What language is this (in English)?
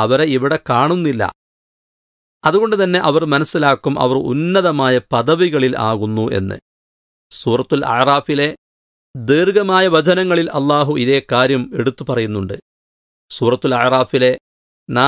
Malayalam